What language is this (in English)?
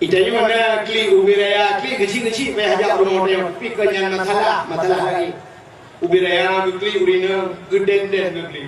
Achinese